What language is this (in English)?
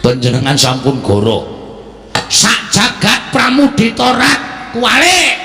Javanese